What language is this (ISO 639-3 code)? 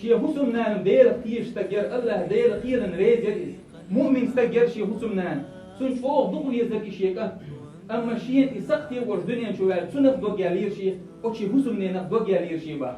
che